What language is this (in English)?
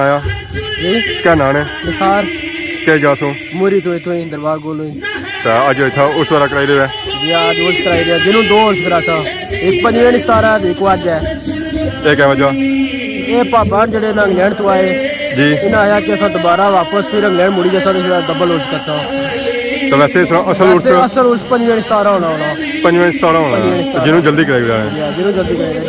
Pahari-Potwari